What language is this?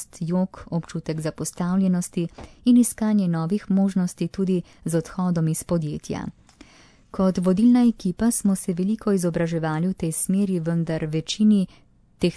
Slovenian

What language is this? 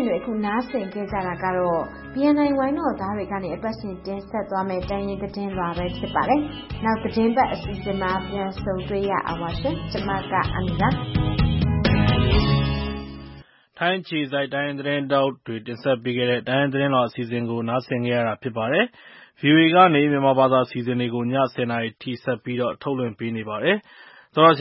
Burmese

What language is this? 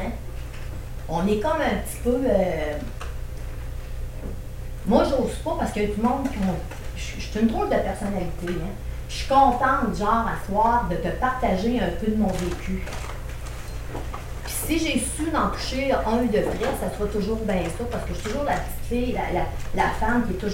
French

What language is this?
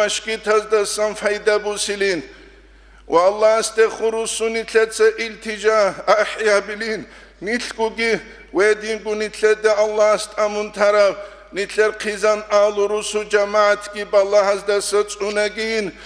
Avaric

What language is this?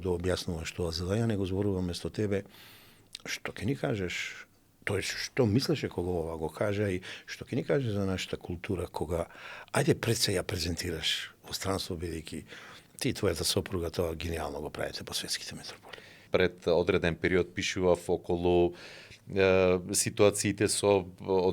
Macedonian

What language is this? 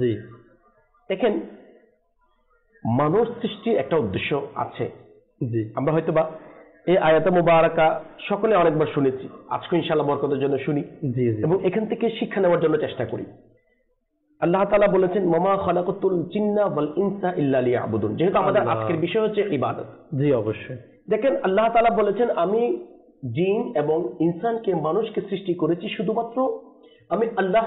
Bangla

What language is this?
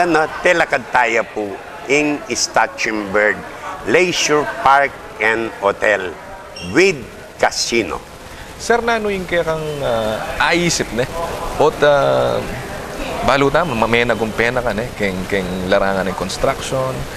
Pampanga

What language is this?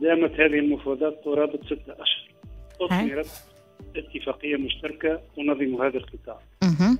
Tunisian Arabic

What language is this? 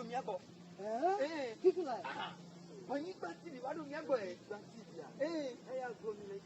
Ewe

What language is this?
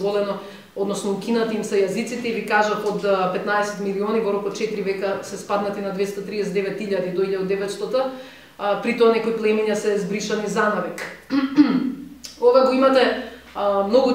Macedonian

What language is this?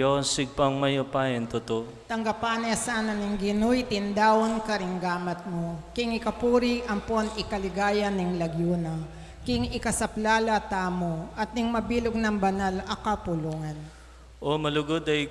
Pampanga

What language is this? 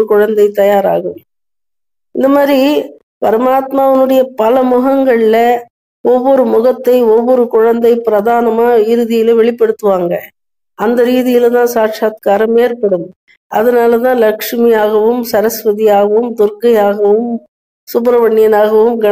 Tamil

